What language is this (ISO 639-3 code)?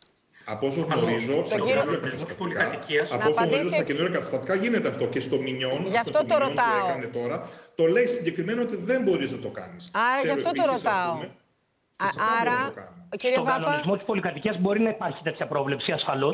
ell